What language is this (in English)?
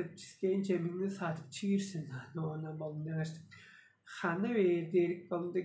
Tuvinian